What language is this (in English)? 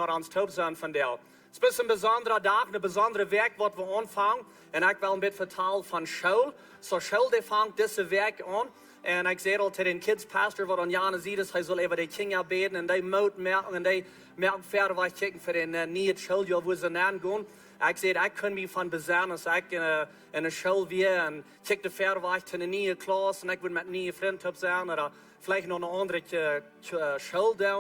Plautdietsch